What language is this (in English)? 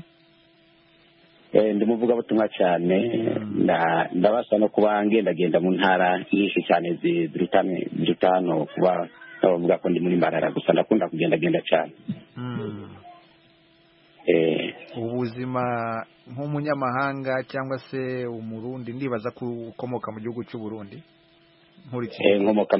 Kinyarwanda